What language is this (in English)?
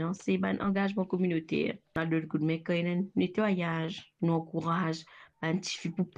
Morisyen